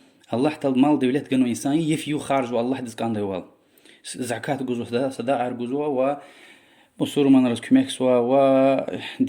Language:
Lezghian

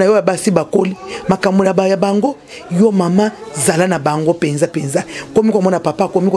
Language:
Lingala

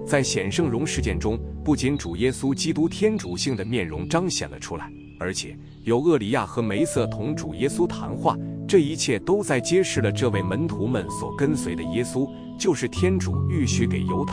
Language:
Chinese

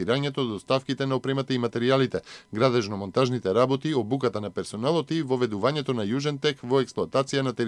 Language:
Macedonian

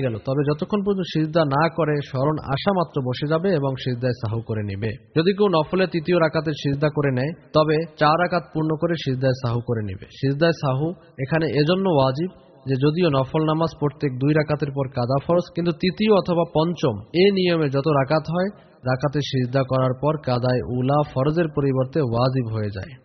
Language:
Bangla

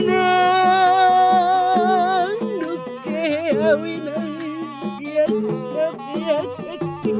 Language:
Batak Toba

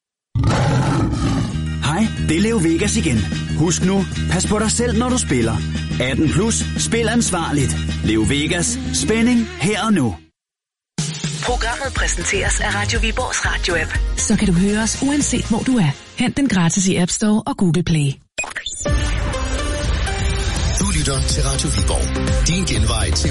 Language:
Danish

